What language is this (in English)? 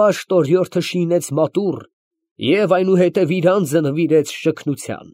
Armenian